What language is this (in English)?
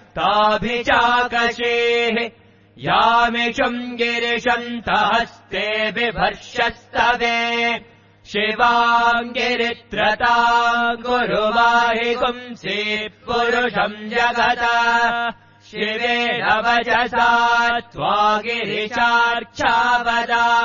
Sanskrit